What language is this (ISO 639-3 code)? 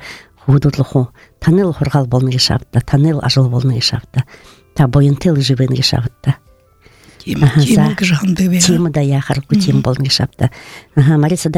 bua